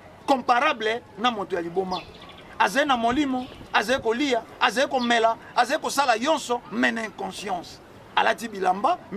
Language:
Lingala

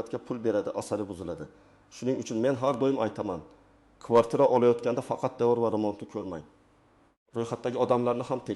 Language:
Uzbek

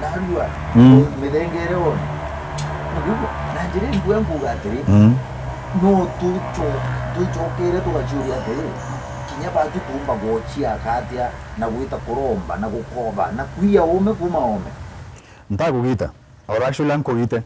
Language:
Meru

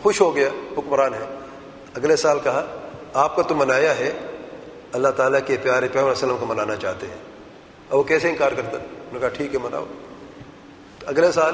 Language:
Urdu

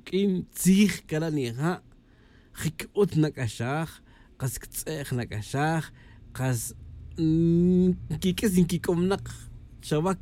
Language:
Tz'utujil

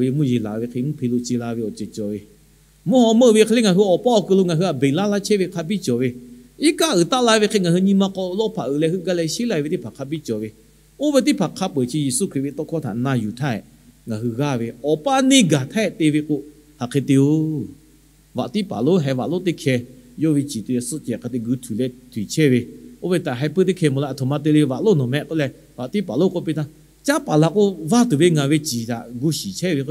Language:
Lahu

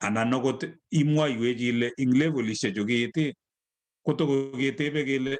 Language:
Kalenjin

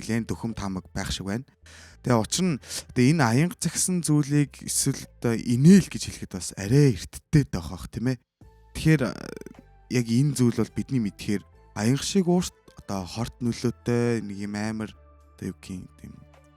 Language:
Mongolian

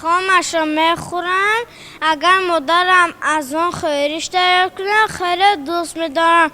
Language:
Tajik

